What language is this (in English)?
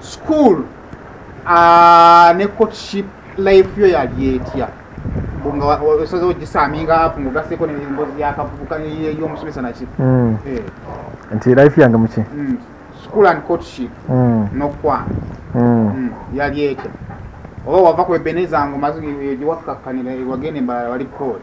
Ganda